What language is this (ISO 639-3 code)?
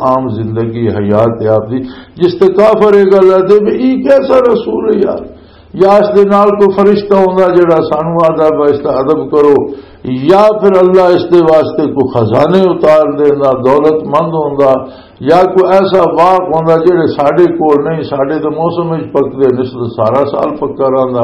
lah